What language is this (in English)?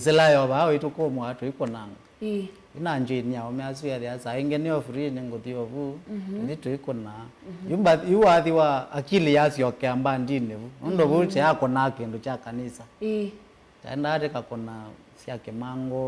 Kamba